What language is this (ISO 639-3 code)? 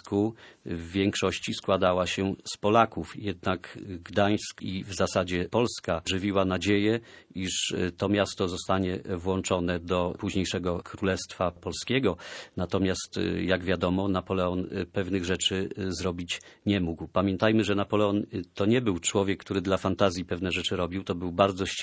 pol